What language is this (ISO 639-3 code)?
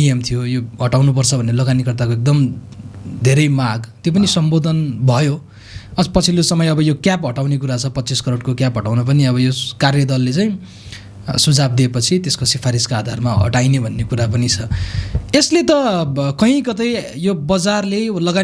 nep